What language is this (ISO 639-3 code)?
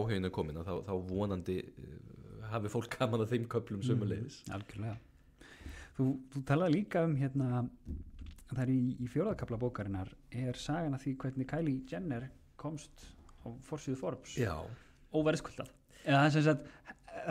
isl